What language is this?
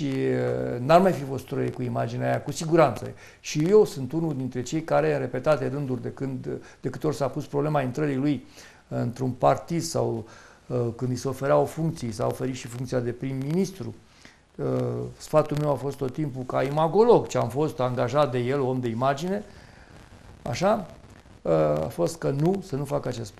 Romanian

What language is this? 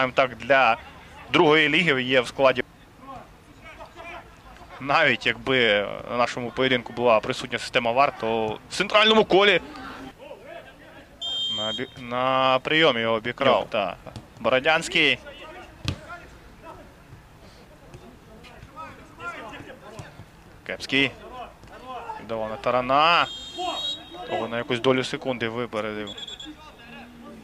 Ukrainian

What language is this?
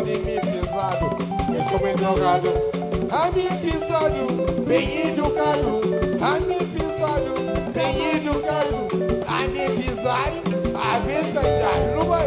Kabuverdianu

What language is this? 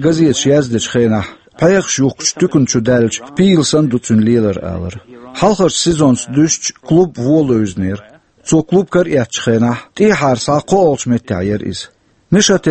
Chechen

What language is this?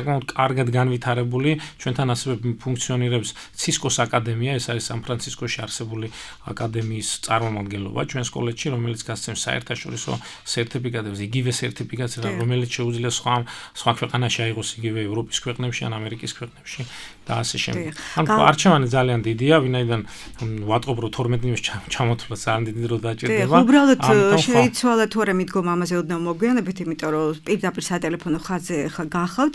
Georgian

